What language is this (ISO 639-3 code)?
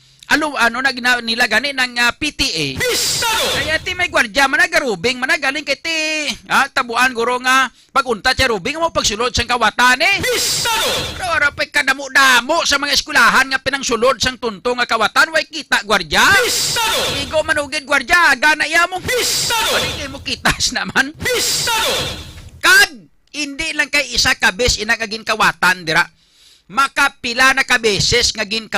hil